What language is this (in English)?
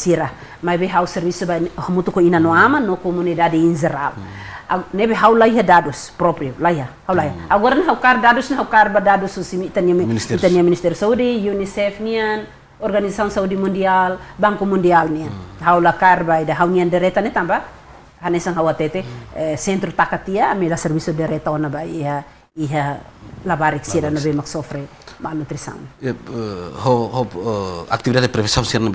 Tetum